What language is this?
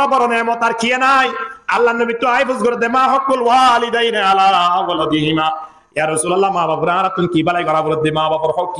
Rohingya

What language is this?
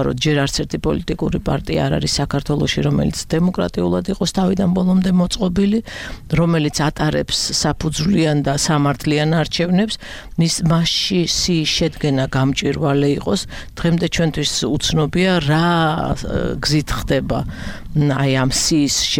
Georgian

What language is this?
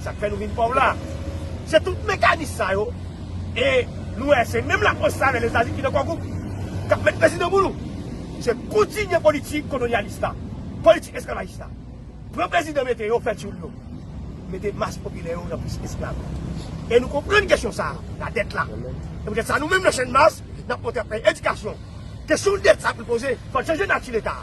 Haitian Creole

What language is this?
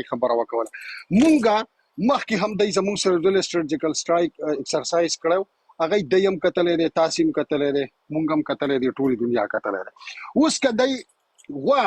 Pashto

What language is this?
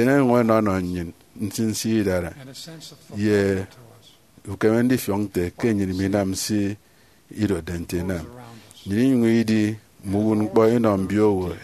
Efik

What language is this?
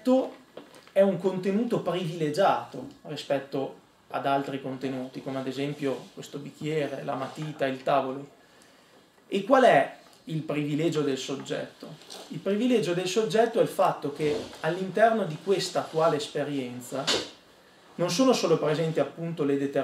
Italian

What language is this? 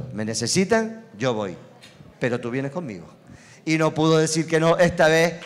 Spanish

